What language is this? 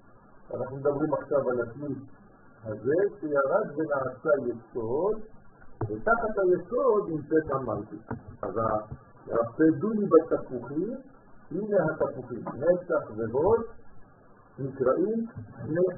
Hebrew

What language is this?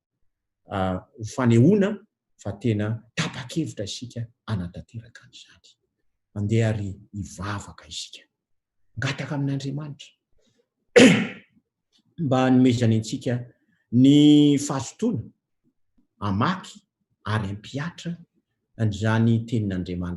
Malagasy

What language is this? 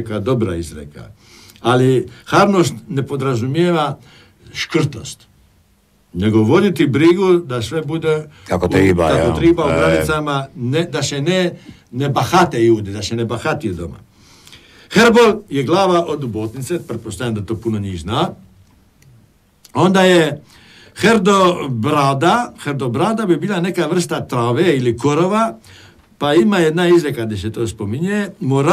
Croatian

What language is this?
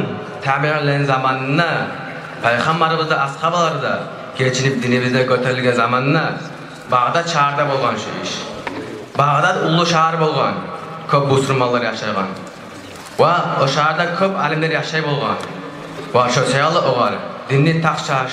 Kumyk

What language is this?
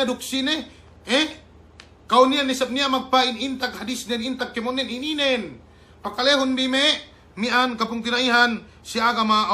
Yakan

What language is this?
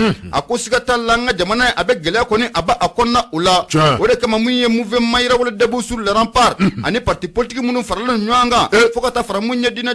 Bambara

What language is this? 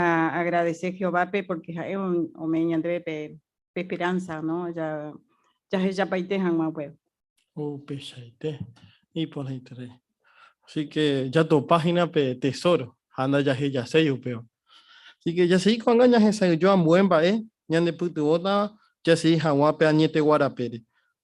Guarani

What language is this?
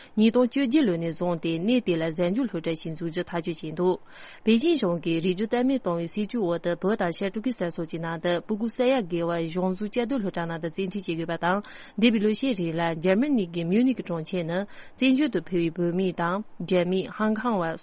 Tibetan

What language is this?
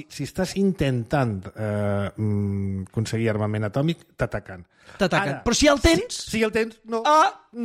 Catalan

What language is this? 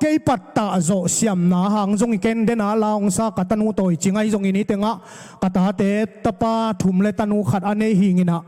Tedim Chin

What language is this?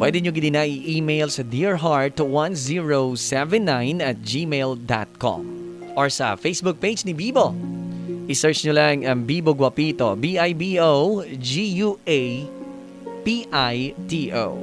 Hiligaynon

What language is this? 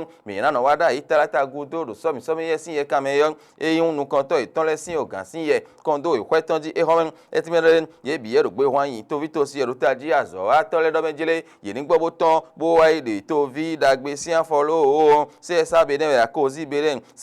Fon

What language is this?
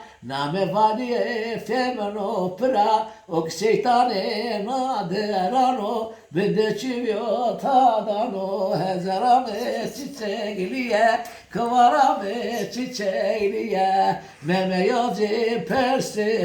Zaza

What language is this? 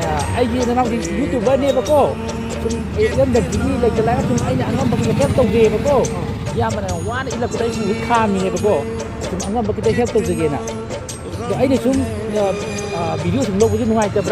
Manipuri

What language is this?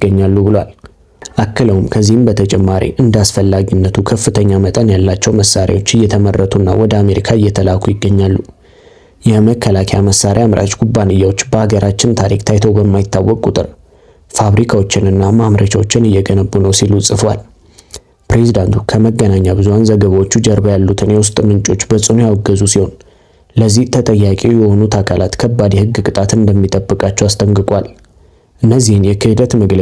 Amharic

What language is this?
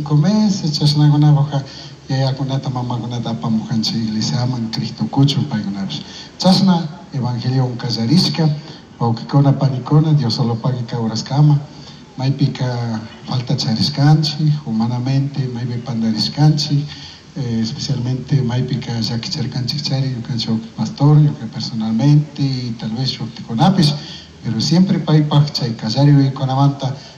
Chimborazo Highland Quichua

